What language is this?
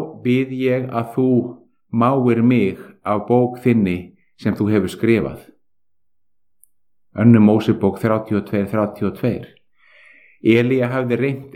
Icelandic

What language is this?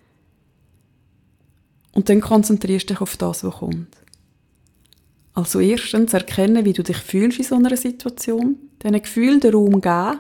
German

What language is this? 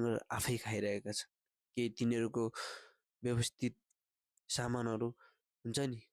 Nepali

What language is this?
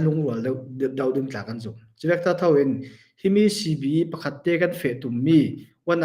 Hakha Chin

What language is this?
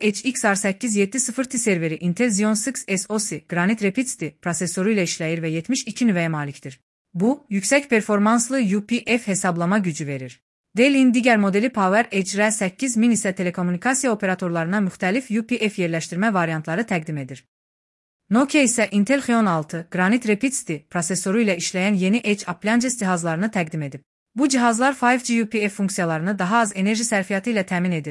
Azerbaijani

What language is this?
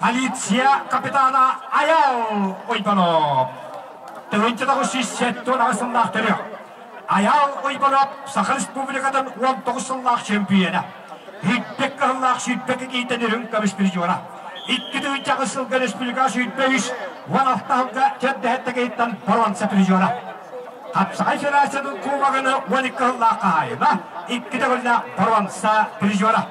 Yakut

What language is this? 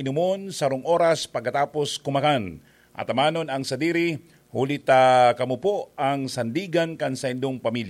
Bikol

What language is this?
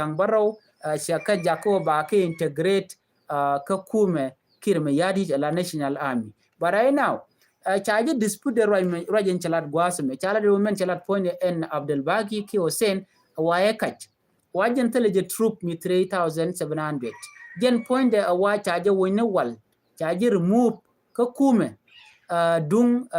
Nuer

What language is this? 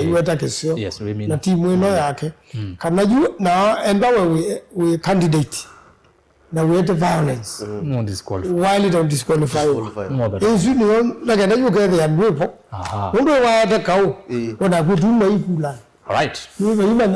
Kamba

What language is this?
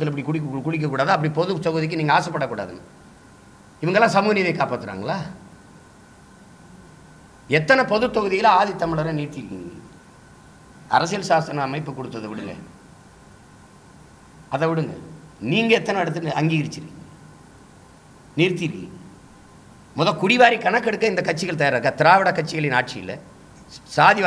Tamil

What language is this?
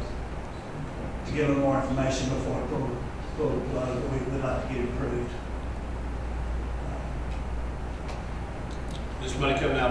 English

